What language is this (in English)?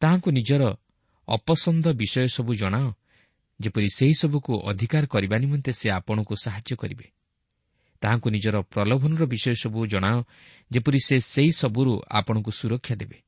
Odia